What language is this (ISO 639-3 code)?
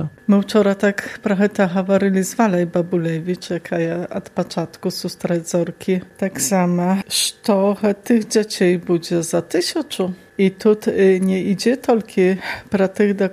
bel